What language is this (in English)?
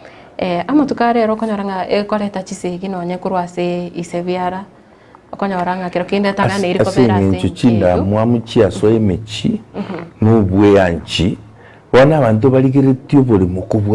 Gusii